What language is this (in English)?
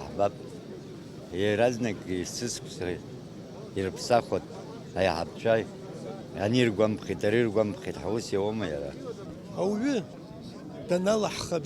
Abkhazian